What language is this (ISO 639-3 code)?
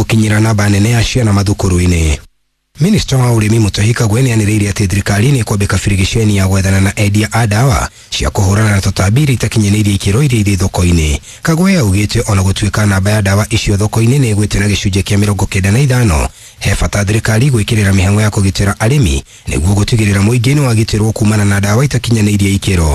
kik